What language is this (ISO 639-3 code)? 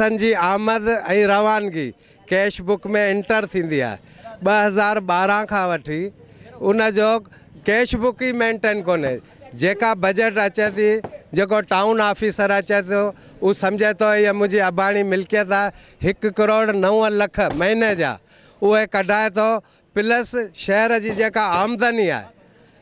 snd